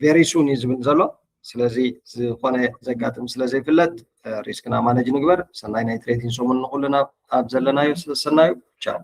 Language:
Tigrinya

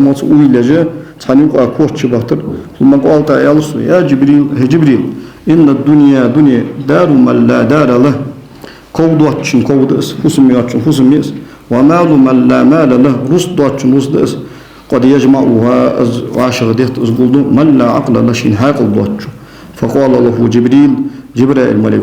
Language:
Ingush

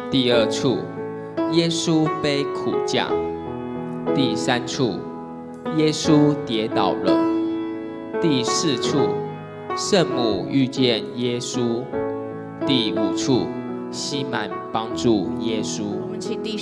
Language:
Chinese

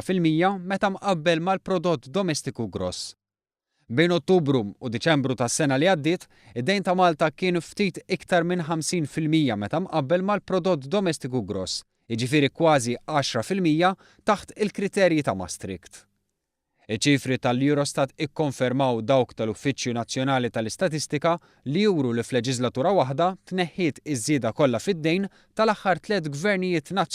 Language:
Maltese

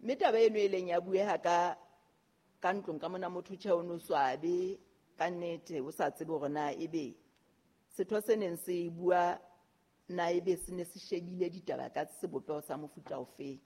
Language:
Southern Sotho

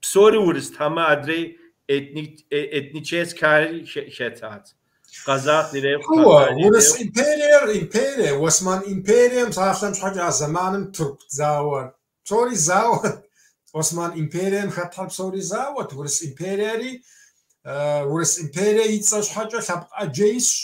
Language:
Kabardian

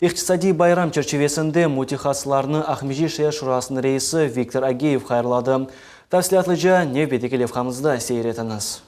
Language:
Crimean Tatar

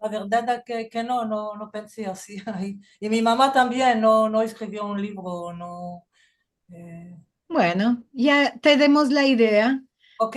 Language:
Ladino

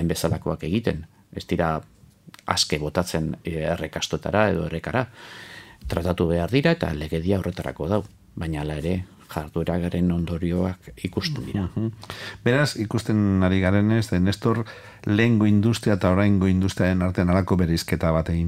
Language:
Basque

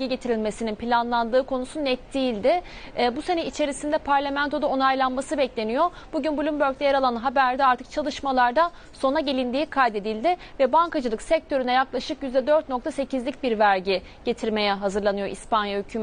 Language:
Turkish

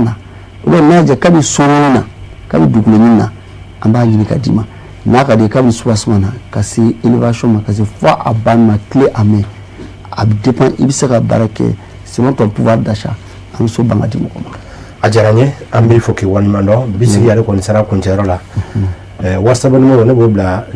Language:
Bambara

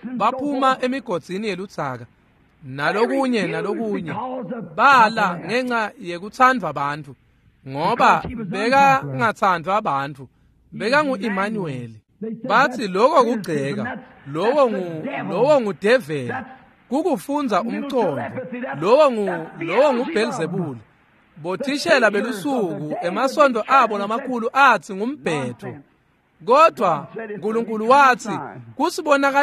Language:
Swati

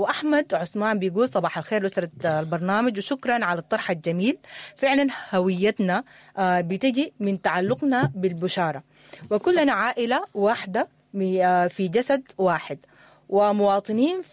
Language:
Sudanese Arabic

